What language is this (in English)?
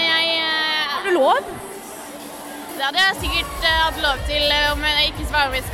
Norwegian